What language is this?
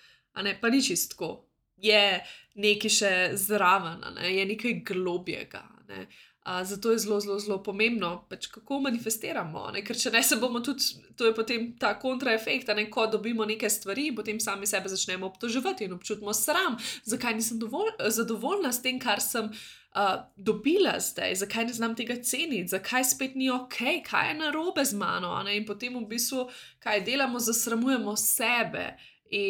Slovenian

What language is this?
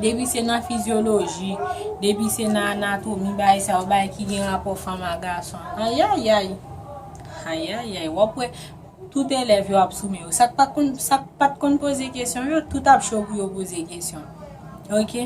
Haitian Creole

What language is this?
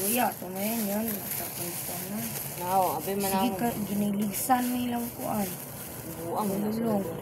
Cebuano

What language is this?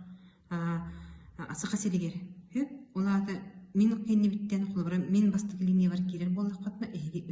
Yakut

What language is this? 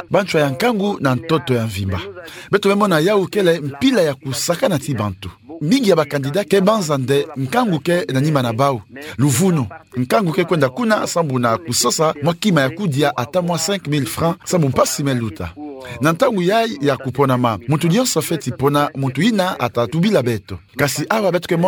Kituba (Democratic Republic of Congo)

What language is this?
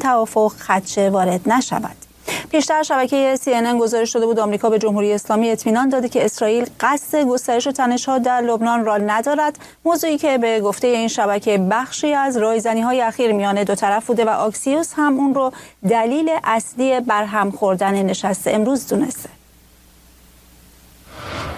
Persian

